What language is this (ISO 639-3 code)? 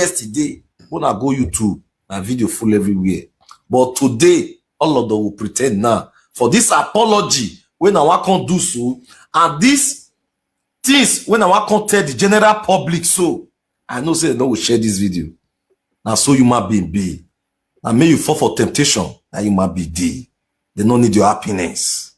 pcm